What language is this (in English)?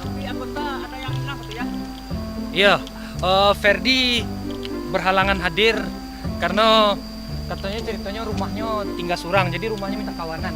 Minangkabau